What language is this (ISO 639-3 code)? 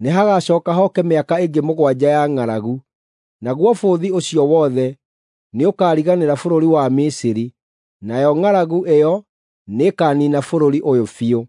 kik